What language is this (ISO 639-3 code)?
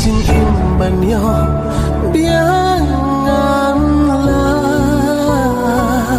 kha